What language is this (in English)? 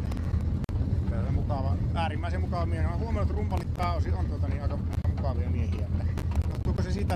Finnish